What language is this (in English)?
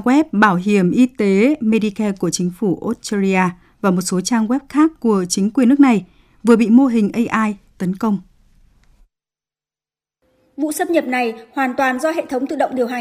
Vietnamese